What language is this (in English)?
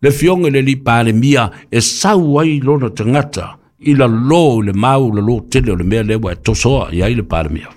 Samoan